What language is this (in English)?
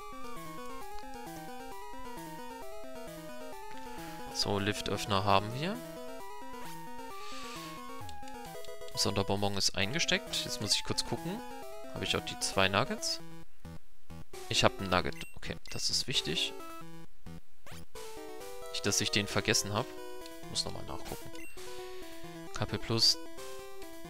German